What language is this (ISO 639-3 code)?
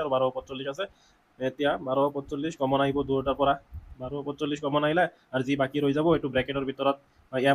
asm